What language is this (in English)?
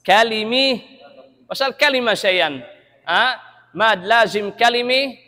Tausug